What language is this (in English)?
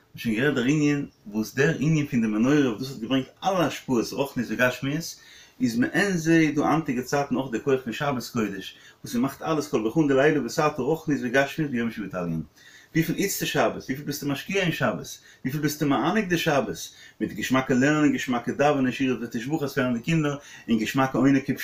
Yiddish